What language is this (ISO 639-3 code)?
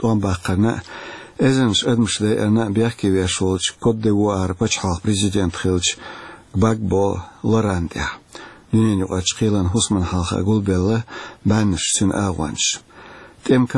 che